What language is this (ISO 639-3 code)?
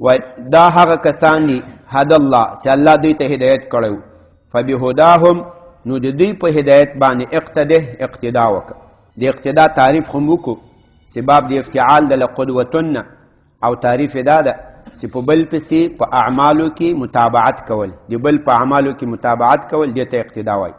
pus